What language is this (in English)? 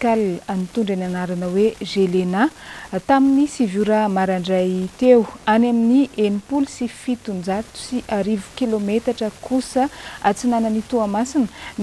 Malagasy